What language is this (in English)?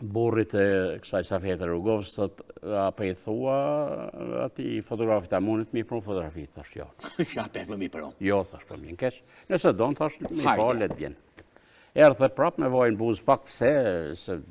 Albanian